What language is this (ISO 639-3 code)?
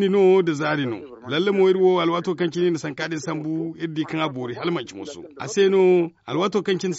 dje